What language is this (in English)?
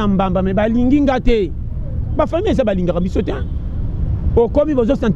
Lingala